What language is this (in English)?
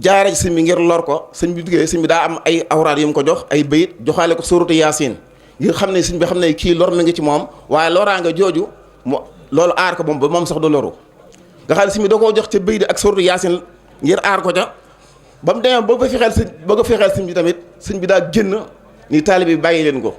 Wolof